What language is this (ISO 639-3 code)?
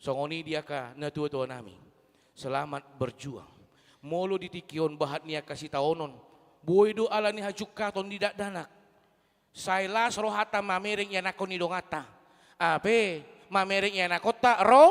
bbc